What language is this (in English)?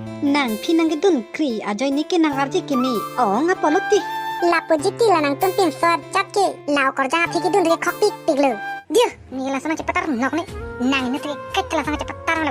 Karbi